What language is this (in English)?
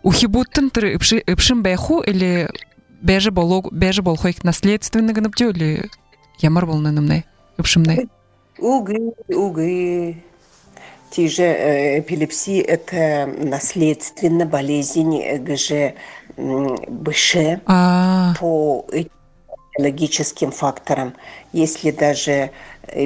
Buriat